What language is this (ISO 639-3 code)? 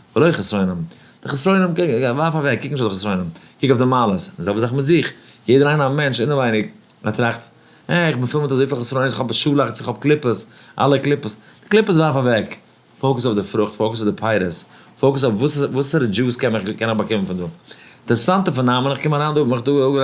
yid